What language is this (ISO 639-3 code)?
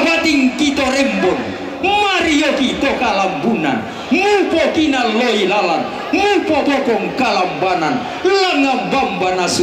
sda